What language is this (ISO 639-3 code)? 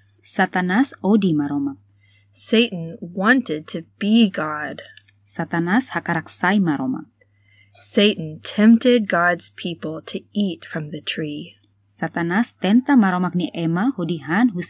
tet